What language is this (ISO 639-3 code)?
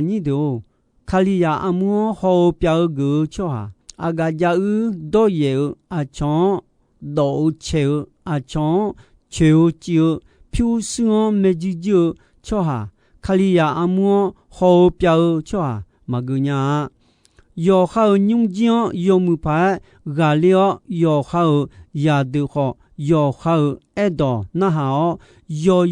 ahk